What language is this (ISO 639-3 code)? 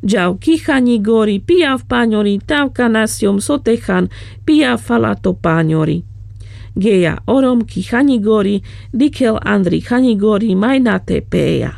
rmc